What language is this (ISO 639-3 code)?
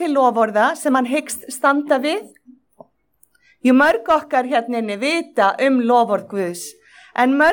isl